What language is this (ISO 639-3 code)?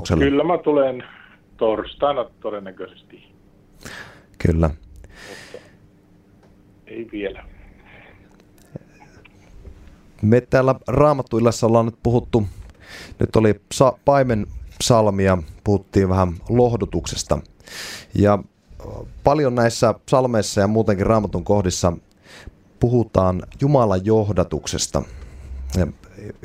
fin